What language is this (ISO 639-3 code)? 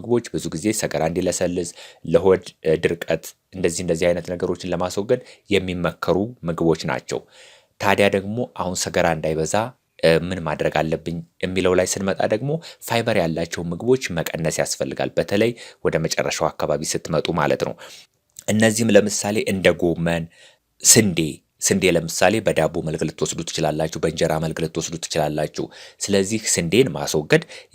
amh